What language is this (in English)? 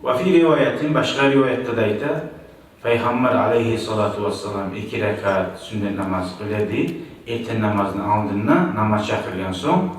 Kumyk